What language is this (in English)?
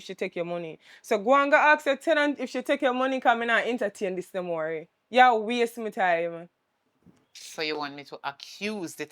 Jamaican Creole English